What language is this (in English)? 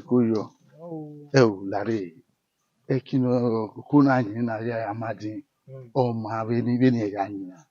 Bini